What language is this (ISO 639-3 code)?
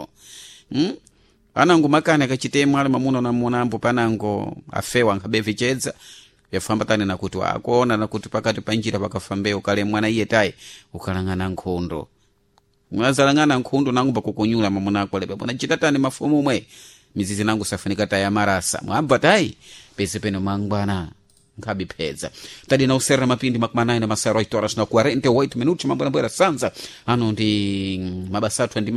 seh